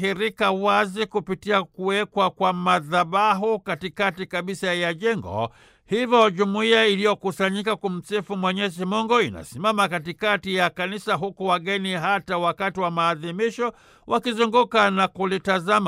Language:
Swahili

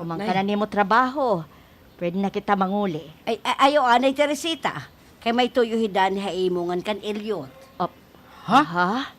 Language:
Waray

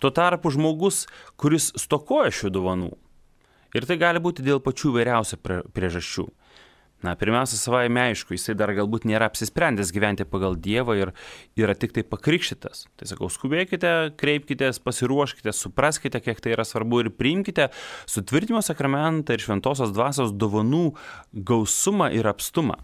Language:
Lithuanian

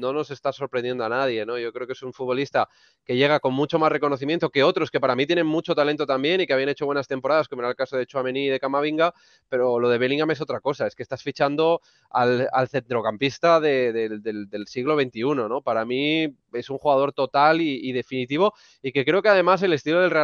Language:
Spanish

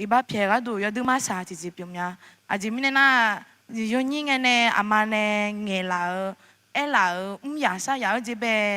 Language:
Akha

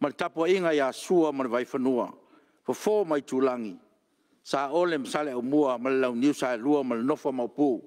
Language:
Samoan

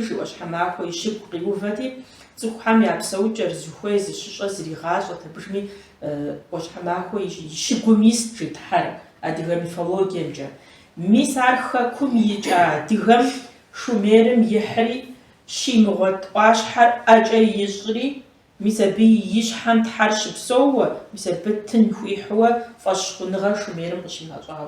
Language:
Kabardian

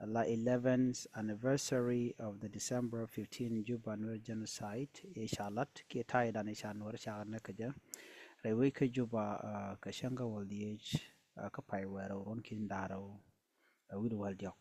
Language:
Nuer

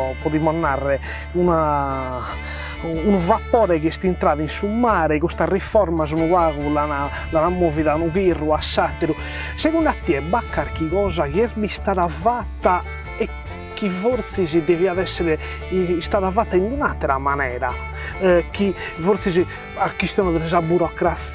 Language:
Sardinian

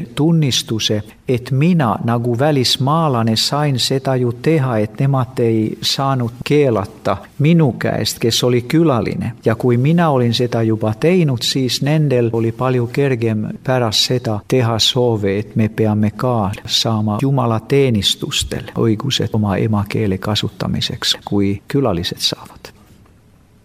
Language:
Estonian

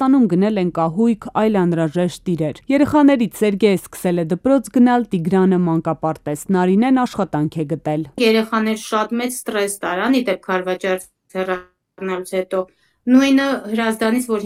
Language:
Armenian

